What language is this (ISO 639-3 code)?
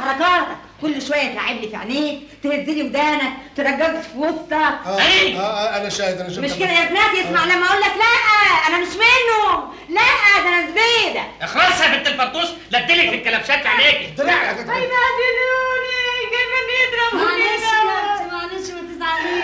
arz